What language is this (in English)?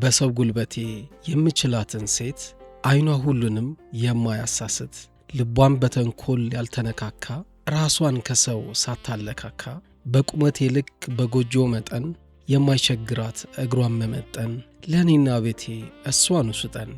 Amharic